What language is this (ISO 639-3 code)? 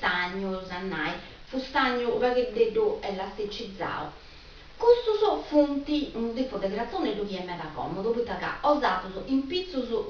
srd